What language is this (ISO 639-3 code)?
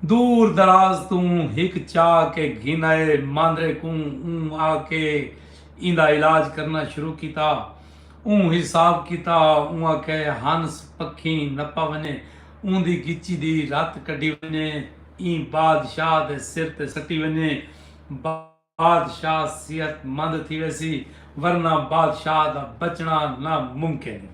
skr